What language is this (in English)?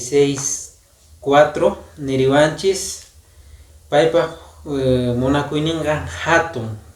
Quechua